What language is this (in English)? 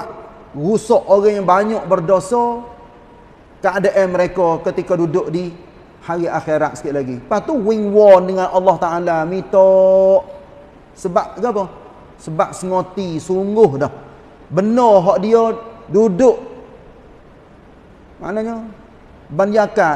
Malay